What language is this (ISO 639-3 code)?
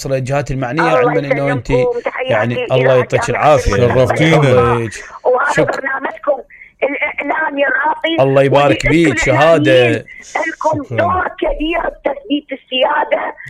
acm